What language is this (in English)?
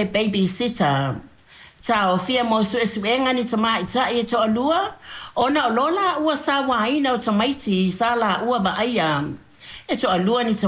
Samoan